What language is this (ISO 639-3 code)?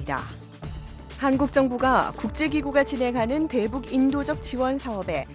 kor